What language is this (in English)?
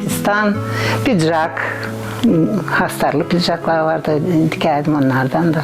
Gagauz